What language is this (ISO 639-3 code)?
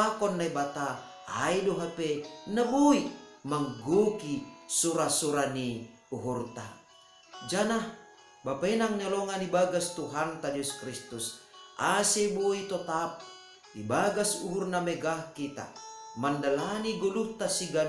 bts